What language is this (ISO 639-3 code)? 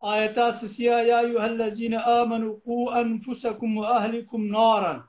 kur